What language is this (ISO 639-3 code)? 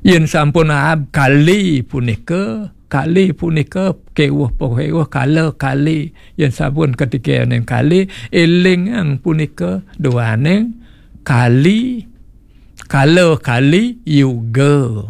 ban